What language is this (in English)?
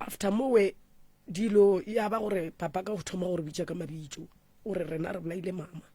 Northern Sotho